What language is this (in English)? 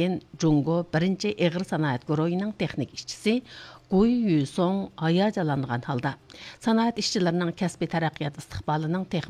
Uyghur